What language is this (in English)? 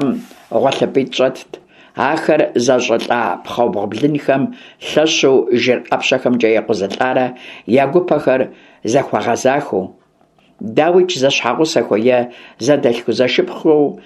Kabardian